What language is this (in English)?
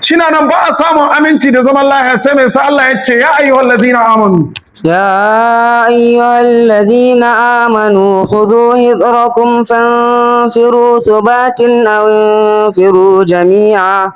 Hausa